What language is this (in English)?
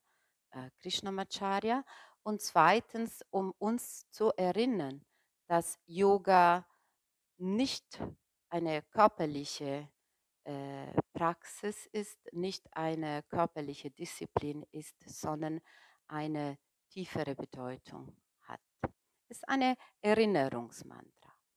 German